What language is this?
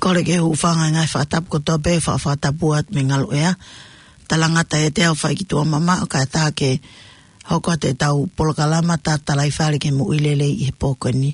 Tongan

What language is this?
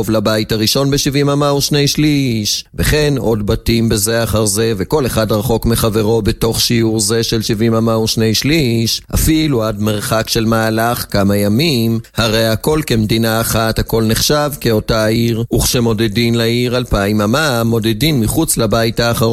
Hebrew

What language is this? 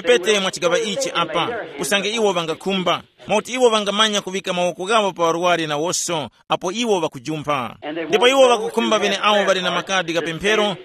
Tumbuka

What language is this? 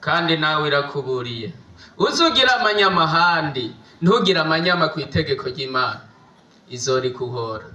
Rundi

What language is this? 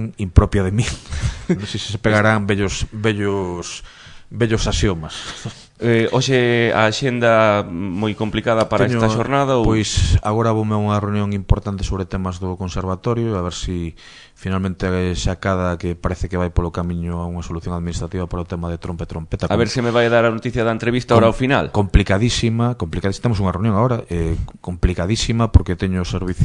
Galician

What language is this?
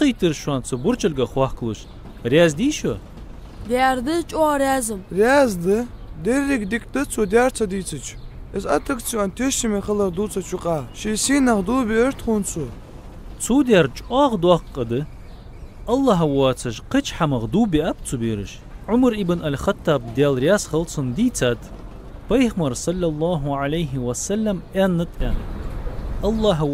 Ingush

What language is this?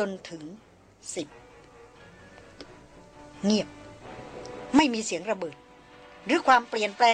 Thai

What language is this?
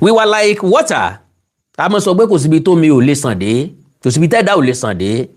Yoruba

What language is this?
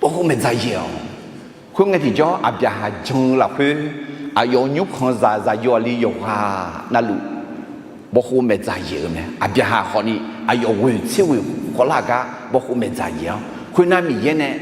Akha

